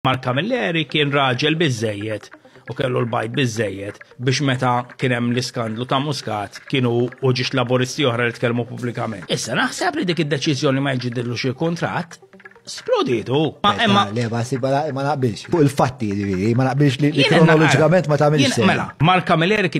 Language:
Maltese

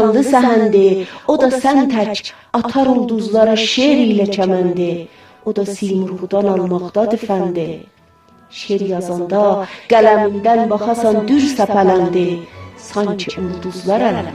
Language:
South Azerbaijani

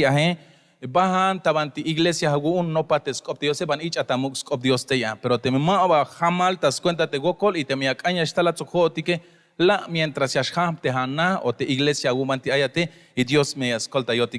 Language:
Tzeltal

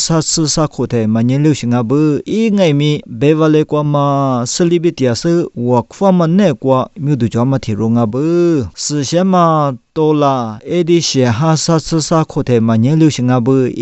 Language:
Lisu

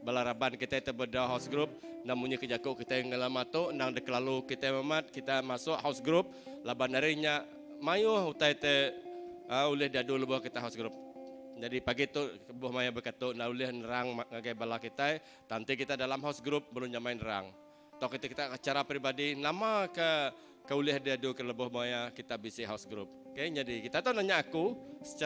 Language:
Iban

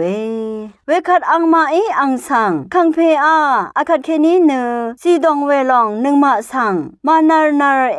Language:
Rawang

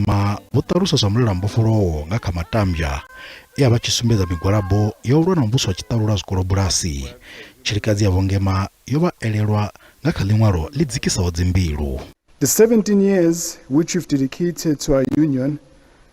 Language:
Venda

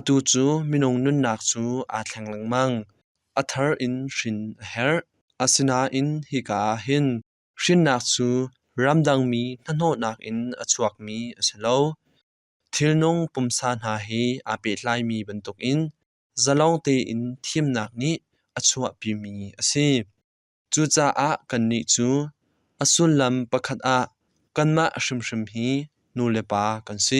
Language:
Hakha Chin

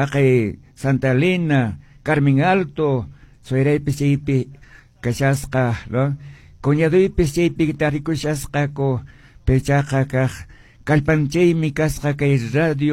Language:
Quechua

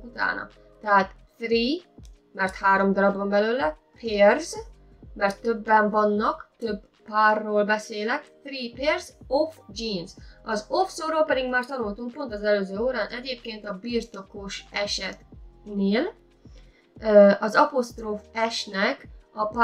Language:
Hungarian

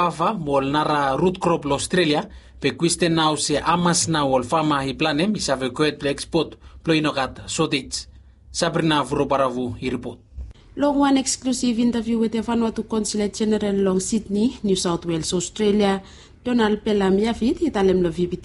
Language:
Bislama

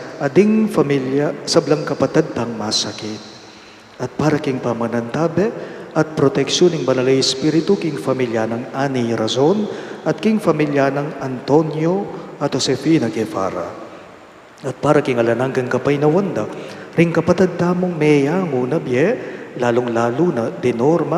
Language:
Pampanga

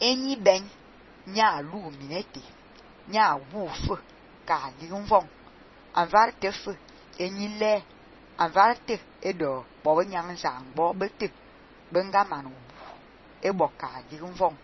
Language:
Fang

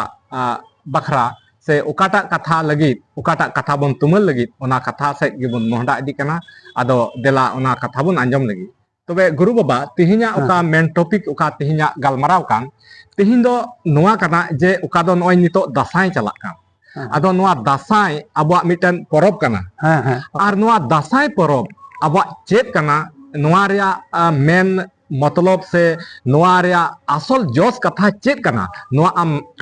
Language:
Santali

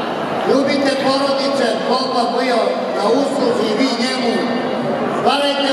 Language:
Serbian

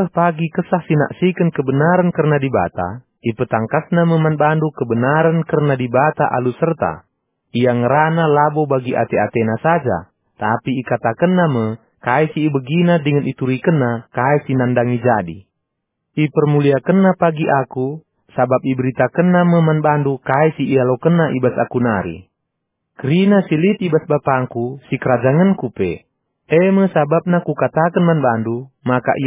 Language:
Batak Karo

